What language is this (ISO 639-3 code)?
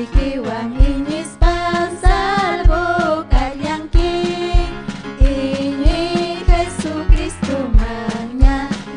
quy